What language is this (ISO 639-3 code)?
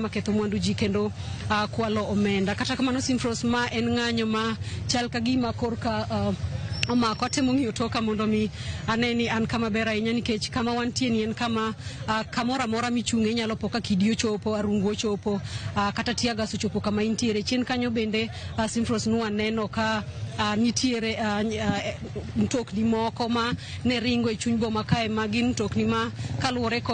luo